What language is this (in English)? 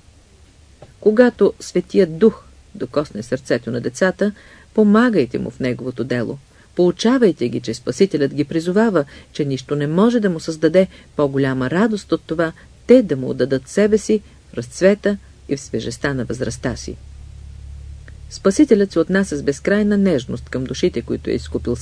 Bulgarian